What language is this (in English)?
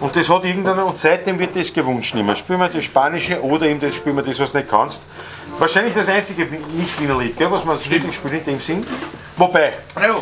Bavarian